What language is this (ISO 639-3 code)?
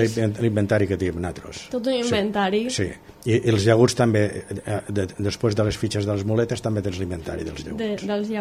cat